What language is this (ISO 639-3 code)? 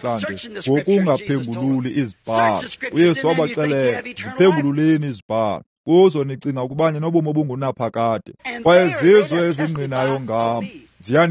xho